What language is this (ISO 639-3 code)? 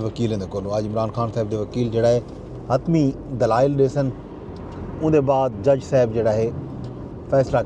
skr